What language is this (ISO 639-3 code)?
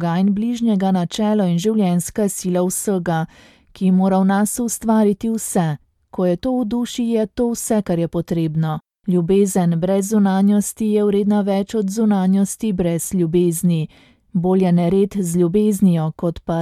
slv